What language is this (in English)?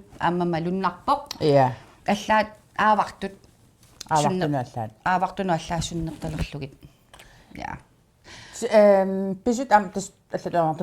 Kalaallisut